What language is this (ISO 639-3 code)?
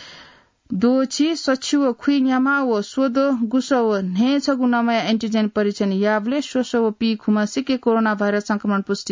new